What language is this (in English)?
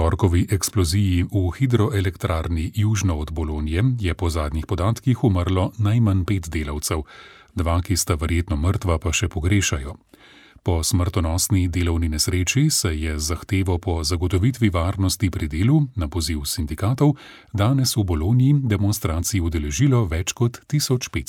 Slovenian